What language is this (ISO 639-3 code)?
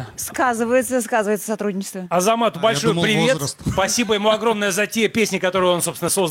rus